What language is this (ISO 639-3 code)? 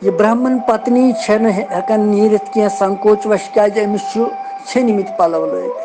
kas